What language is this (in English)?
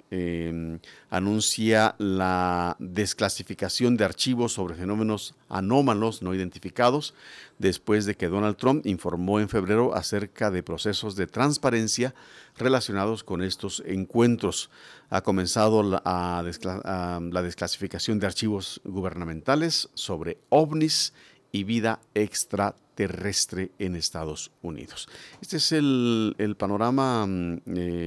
Spanish